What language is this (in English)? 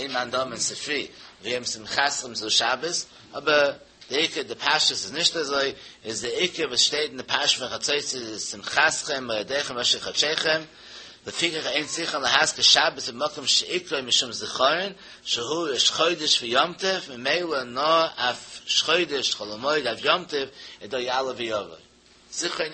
Yiddish